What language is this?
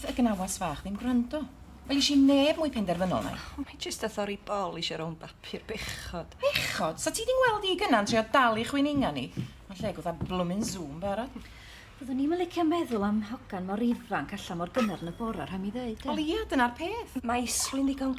Welsh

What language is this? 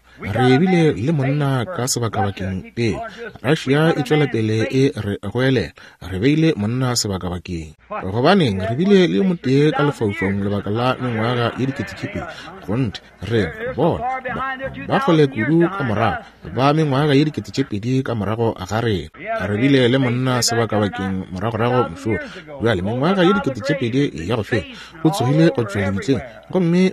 Northern Sotho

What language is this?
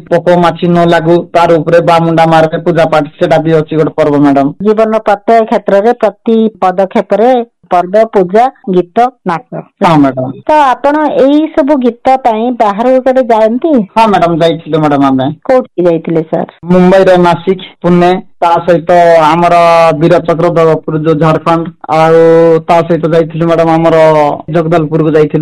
Odia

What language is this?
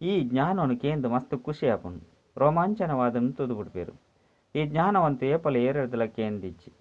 Tulu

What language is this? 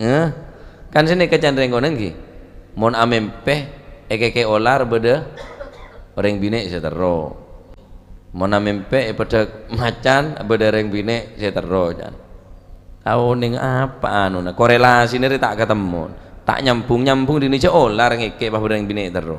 Madurese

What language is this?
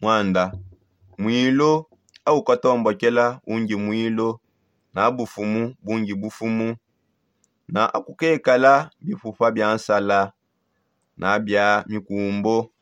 Songe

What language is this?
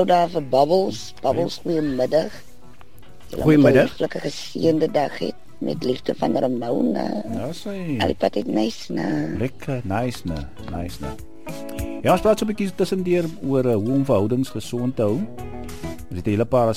Afrikaans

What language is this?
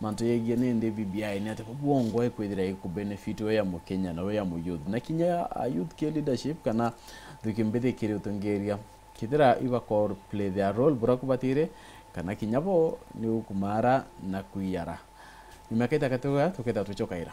Meru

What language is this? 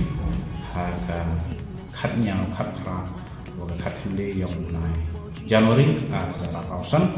Khasi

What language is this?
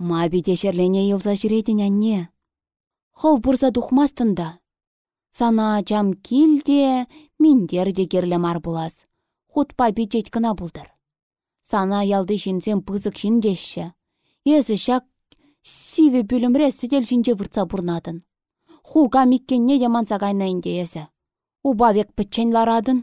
Chuvash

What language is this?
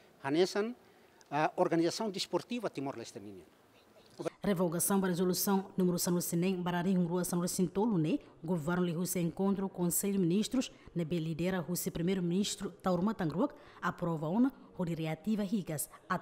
Tetum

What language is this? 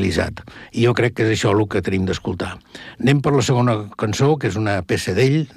Catalan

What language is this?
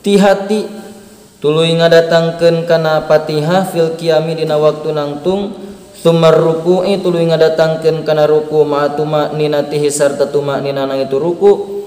Sundanese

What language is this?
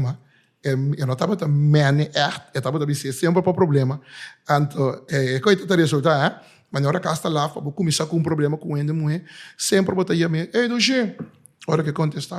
Papiamento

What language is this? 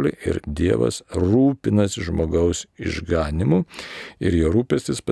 Lithuanian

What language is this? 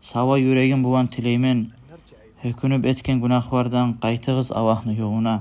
Kumyk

